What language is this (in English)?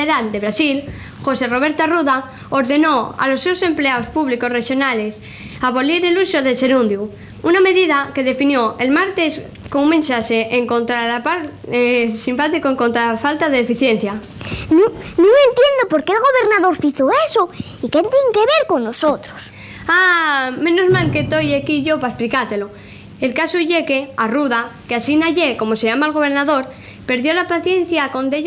Asturian